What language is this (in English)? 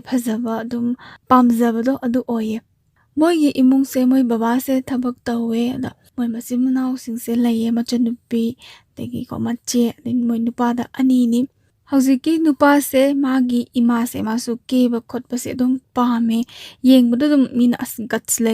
Manipuri